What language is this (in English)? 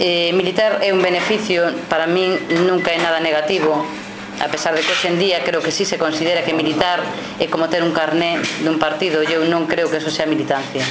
Galician